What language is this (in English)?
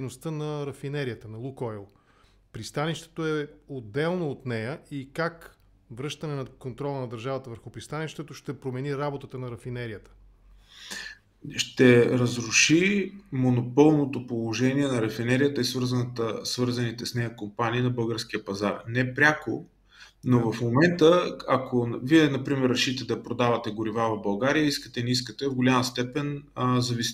Bulgarian